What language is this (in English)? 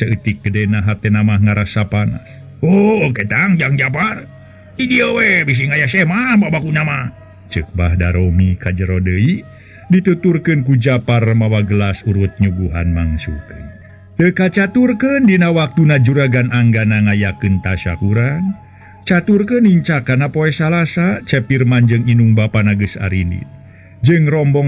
Sundanese